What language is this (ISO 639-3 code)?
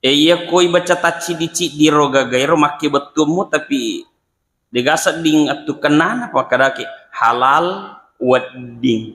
bug